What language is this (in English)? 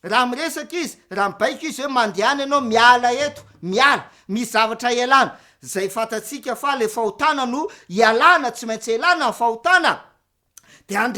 Malagasy